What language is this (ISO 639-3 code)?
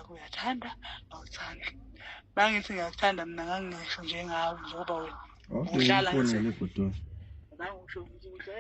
zul